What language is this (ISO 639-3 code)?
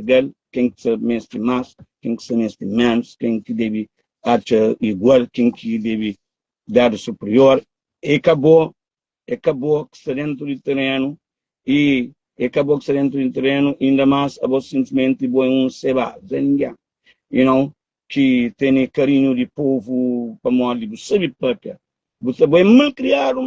kea